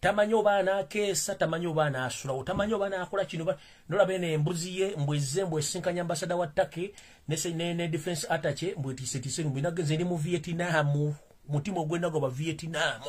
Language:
Ganda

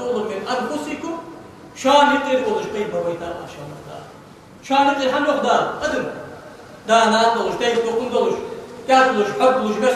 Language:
Ingush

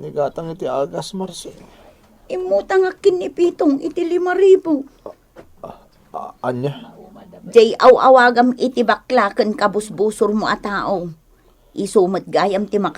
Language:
Iloko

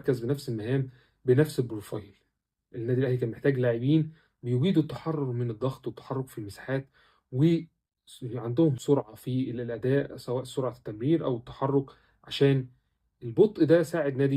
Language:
Egyptian Arabic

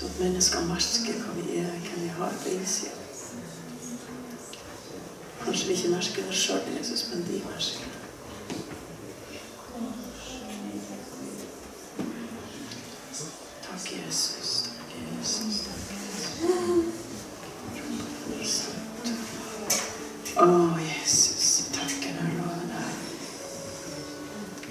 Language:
Norwegian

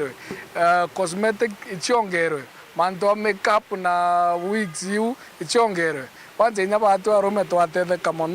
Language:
Meru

